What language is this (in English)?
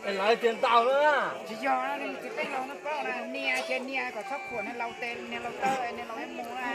Hmong